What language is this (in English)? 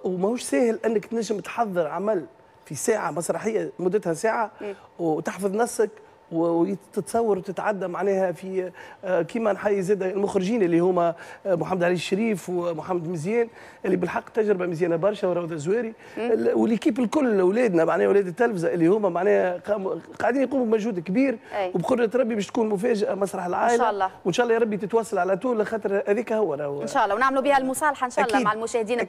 Tunisian Arabic